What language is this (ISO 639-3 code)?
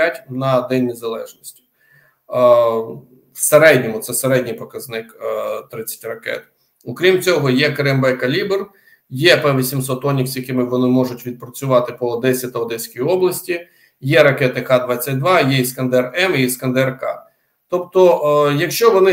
ukr